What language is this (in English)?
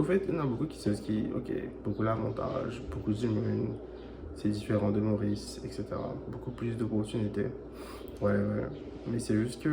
Morisyen